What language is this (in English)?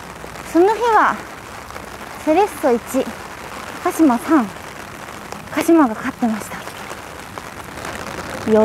Japanese